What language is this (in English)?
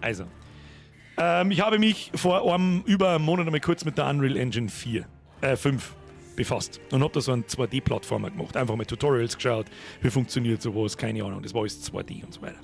Bavarian